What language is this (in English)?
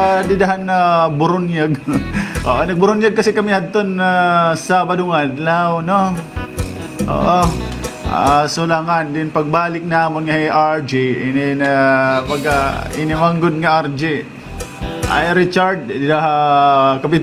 Waray